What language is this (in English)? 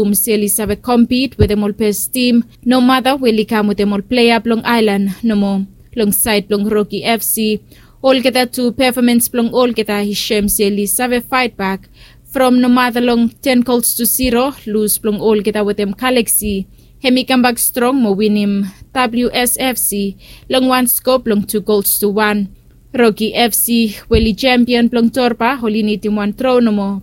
Bislama